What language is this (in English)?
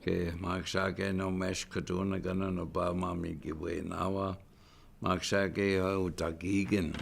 Chippewa